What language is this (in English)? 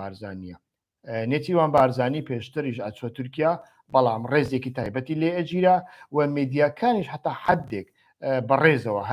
Central Kurdish